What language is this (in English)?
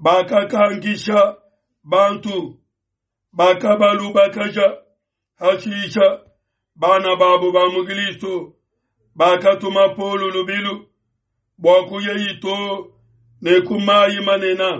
Luba-Lulua